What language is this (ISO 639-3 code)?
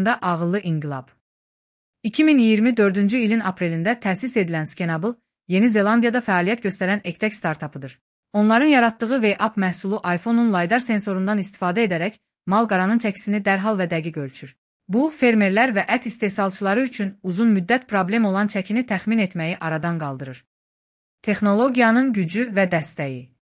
aze